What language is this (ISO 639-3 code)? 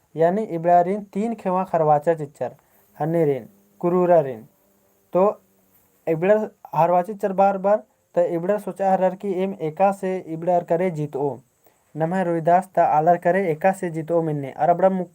kru